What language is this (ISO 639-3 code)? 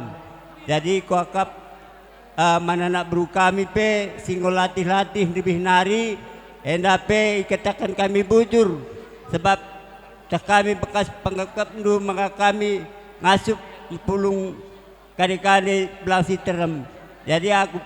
btx